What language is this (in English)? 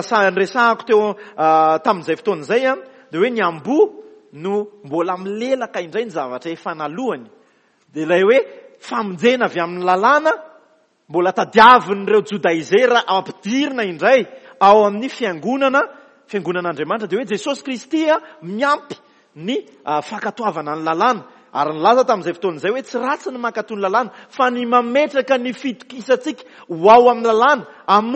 Malagasy